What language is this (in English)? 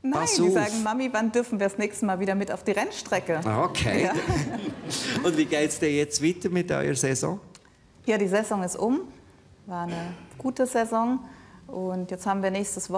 Swiss German